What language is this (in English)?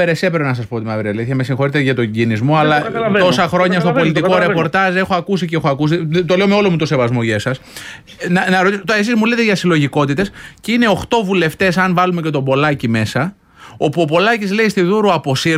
Greek